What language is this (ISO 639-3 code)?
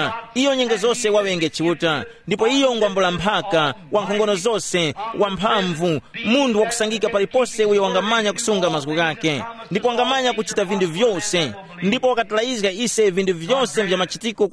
tum